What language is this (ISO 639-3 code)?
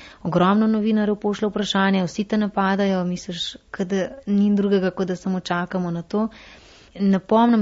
slv